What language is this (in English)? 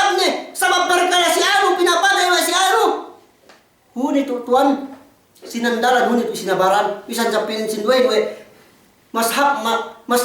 Yakan